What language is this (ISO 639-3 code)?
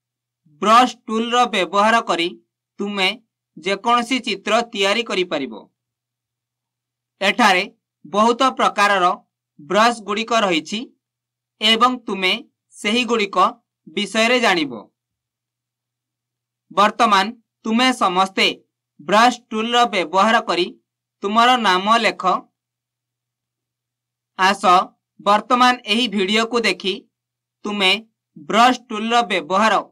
ori